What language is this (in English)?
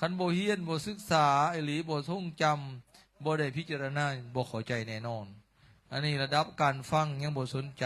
Lao